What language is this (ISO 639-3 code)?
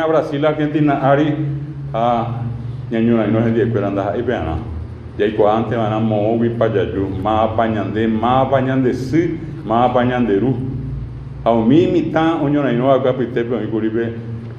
grn